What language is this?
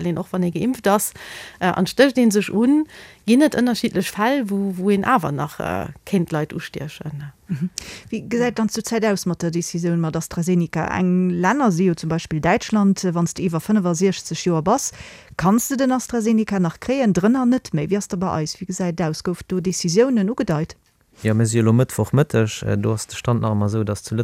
Luxembourgish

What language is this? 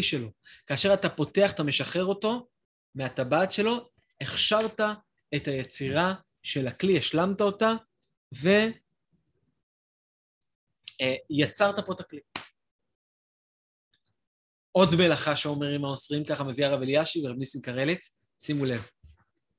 Hebrew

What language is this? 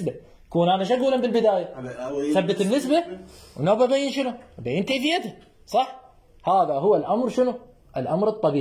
Mesopotamian Arabic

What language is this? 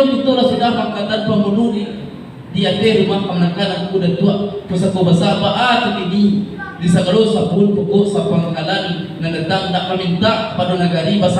Minangkabau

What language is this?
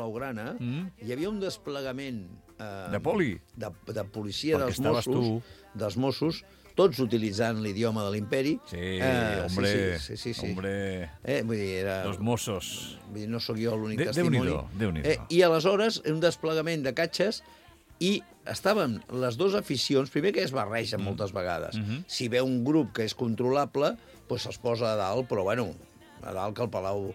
Catalan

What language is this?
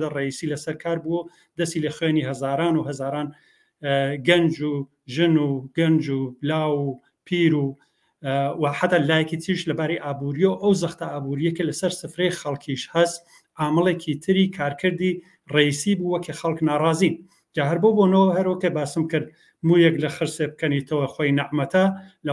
Central Kurdish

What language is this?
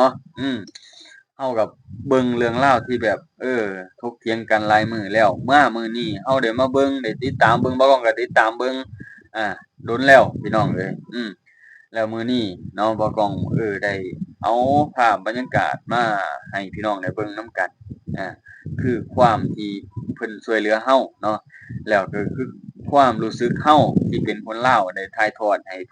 Lao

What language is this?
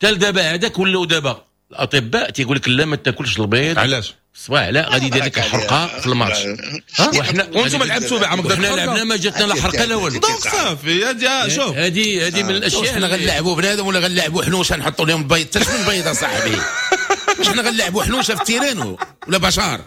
Moroccan Arabic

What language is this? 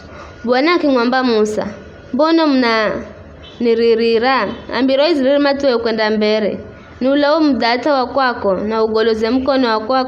Giryama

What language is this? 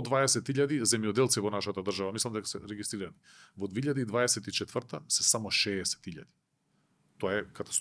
Macedonian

